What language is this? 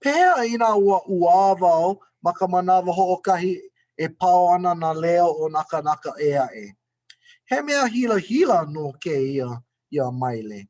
Hawaiian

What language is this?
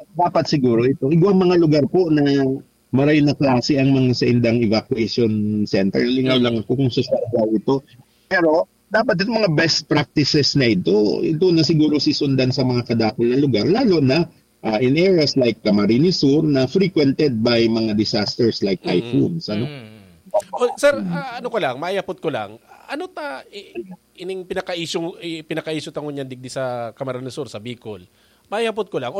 Bikol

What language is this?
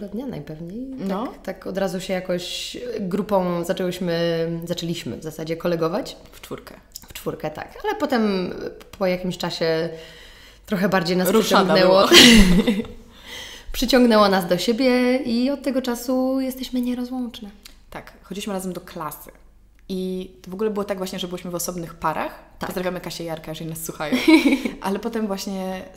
Polish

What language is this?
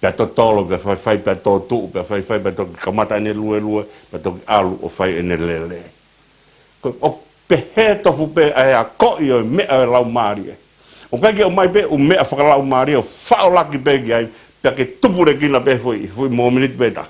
Tongan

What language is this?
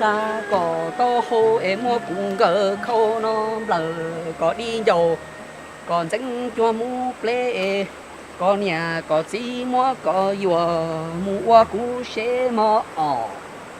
Hmong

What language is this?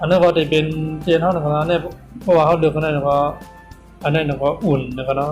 Shan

